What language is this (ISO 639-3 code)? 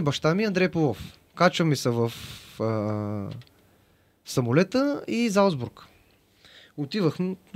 bul